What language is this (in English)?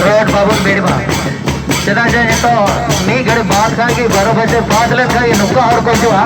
Santali